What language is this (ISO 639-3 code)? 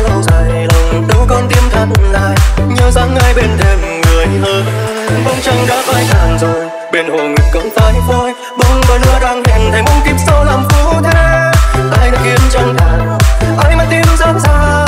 vie